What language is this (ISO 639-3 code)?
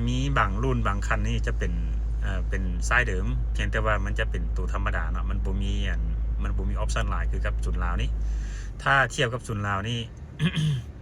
lao